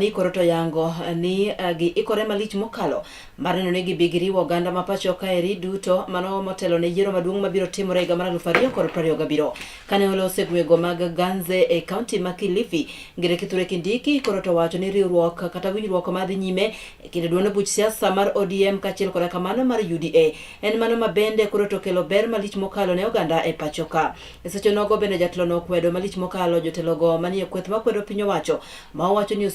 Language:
Luo (Kenya and Tanzania)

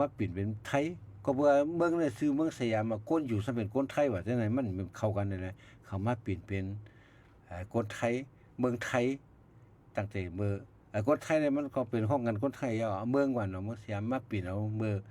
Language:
Shan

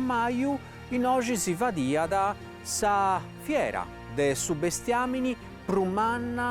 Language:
Sardinian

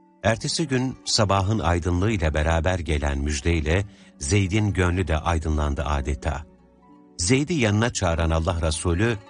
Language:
Turkish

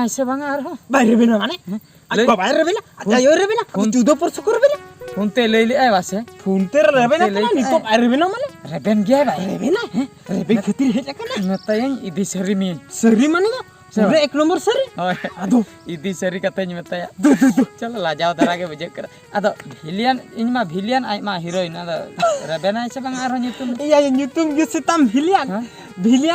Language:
Santali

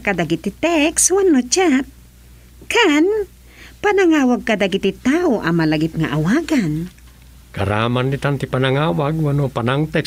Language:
Iloko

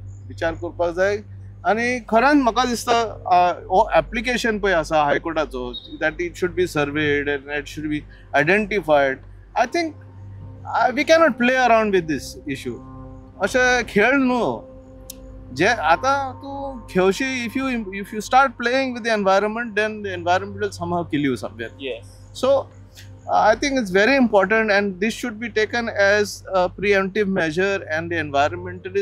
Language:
Konkani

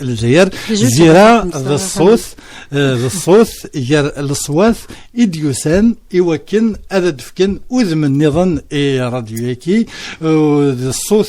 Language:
Kabyle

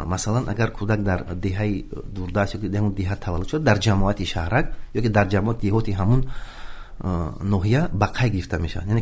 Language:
Tajik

